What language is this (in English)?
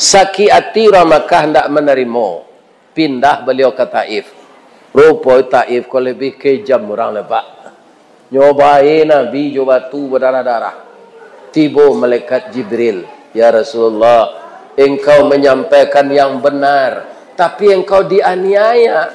Minangkabau